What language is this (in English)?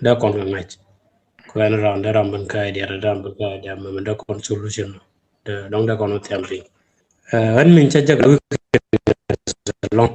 Nuer